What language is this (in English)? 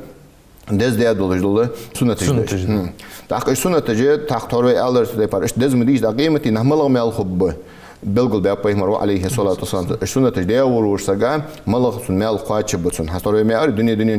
Ingush